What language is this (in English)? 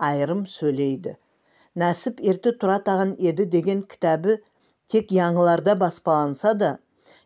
Nogai